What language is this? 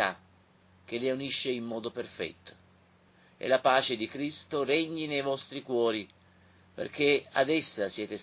Italian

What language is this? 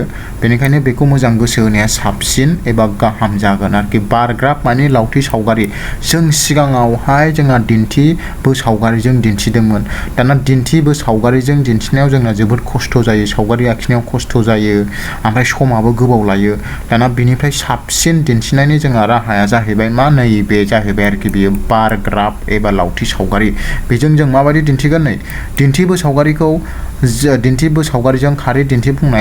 Bodo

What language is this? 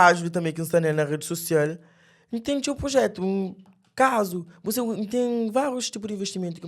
Kabuverdianu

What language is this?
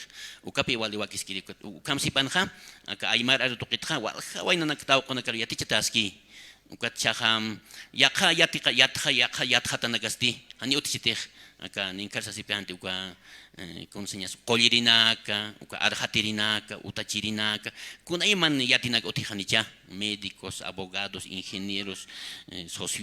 Aymara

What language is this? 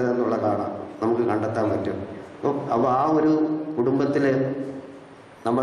Malayalam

